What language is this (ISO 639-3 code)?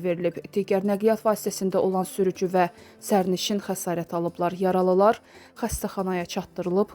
aze